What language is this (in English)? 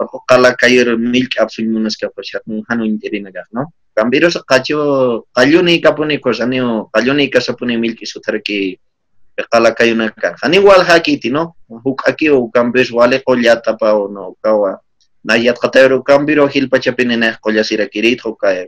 Aymara